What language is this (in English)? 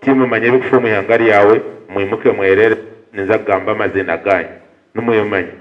Nyankole